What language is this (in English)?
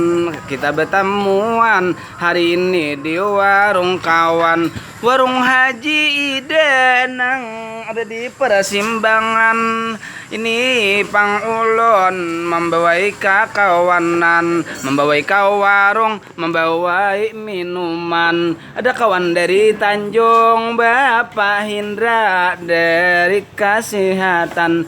Banjar